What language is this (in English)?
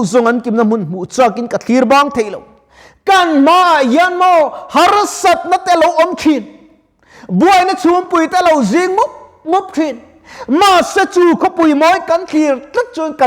Mizo